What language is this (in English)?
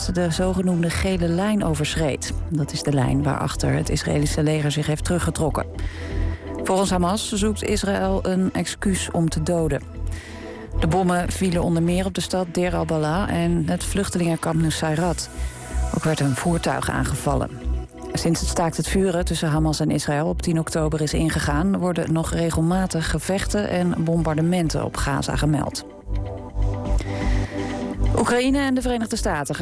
Dutch